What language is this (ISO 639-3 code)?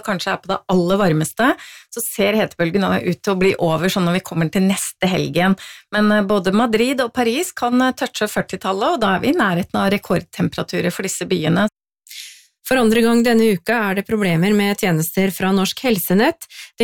nor